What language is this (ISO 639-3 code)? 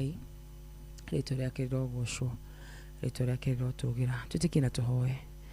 kik